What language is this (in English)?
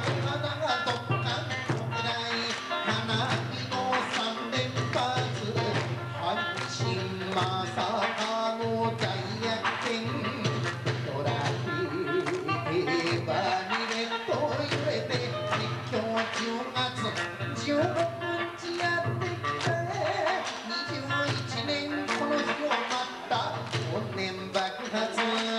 Japanese